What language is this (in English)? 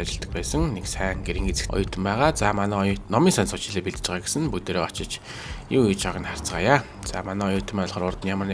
Mongolian